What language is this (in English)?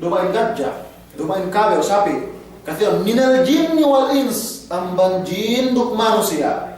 Yakan